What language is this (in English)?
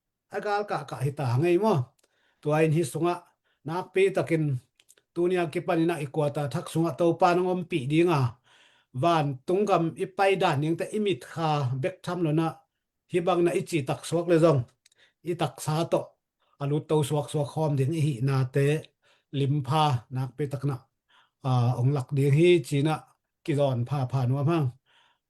Tedim Chin